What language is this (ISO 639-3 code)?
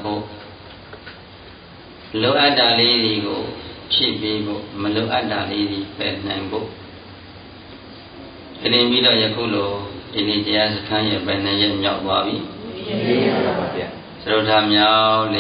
mya